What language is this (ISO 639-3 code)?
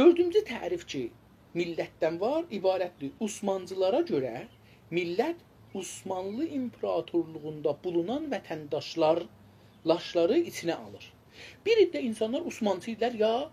azb